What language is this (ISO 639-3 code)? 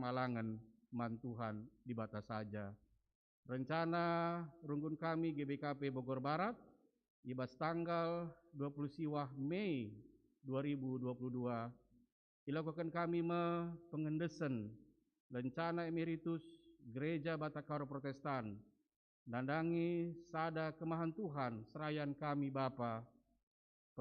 btx